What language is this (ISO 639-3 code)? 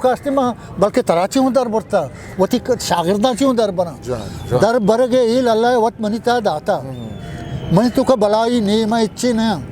bgp